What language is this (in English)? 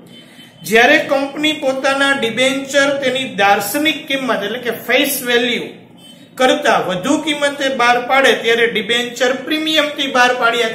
Gujarati